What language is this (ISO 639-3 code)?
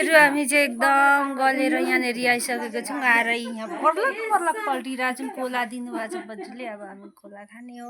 nep